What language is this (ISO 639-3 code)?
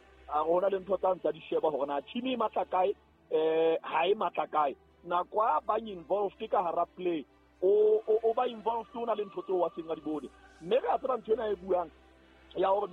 sot